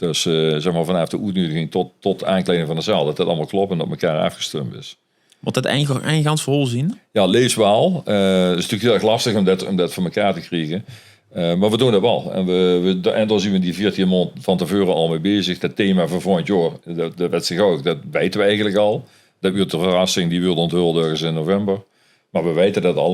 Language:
Limburgish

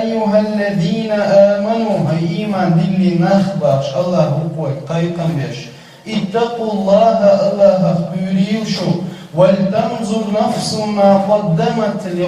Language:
Chechen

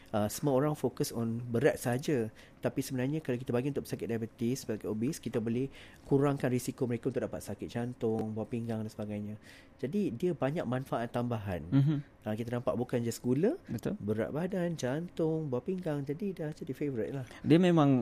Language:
Malay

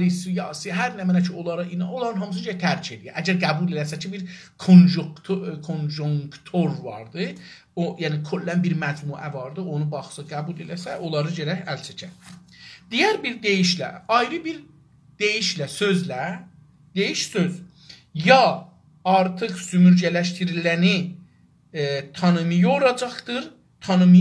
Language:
South Azerbaijani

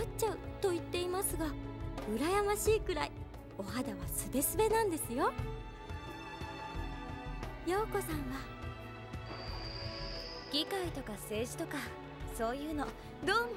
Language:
Japanese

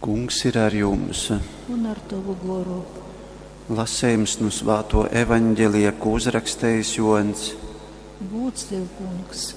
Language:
Latgalian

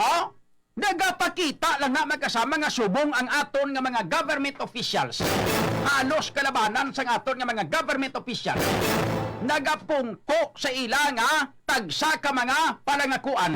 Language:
Hiligaynon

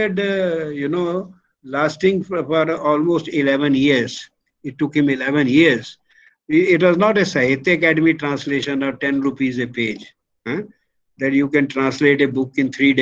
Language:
English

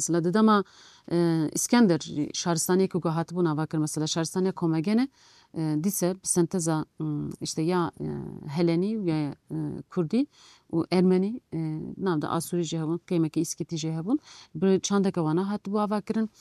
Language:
Kurdish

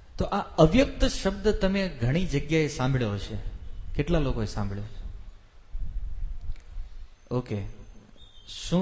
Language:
Gujarati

